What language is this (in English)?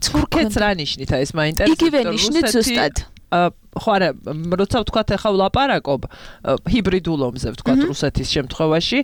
Georgian